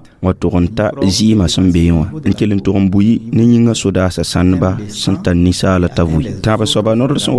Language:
Mossi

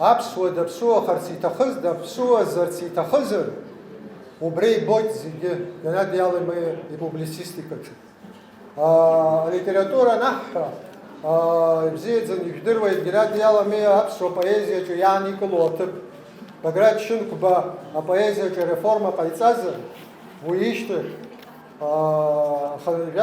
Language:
Abkhazian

